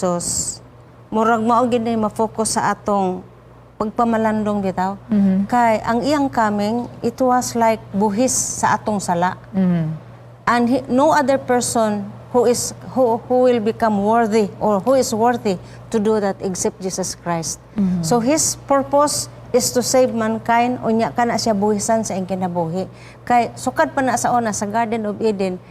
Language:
Cebuano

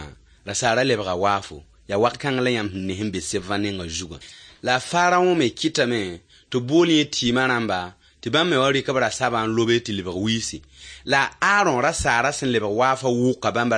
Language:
Mossi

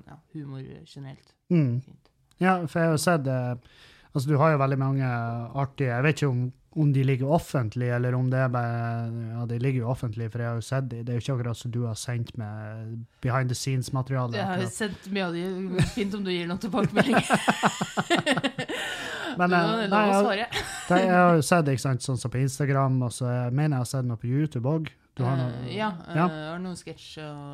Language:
Norwegian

